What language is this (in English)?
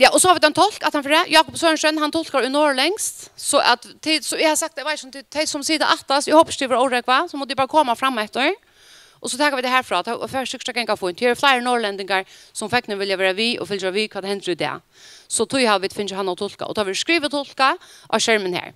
Faroese